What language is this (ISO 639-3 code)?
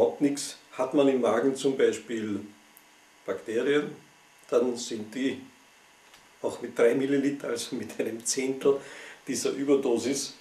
deu